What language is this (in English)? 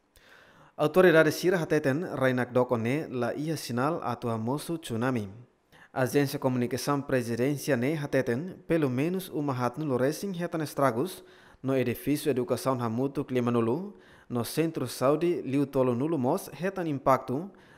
Tetum